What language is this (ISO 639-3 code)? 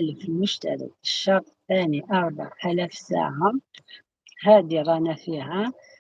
arq